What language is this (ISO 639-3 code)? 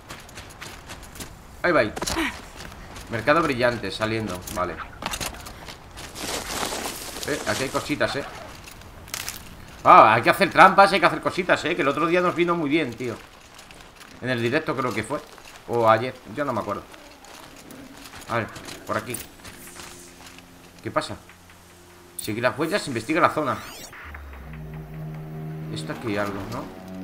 spa